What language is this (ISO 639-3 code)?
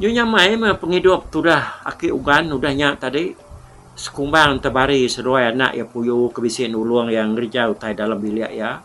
iba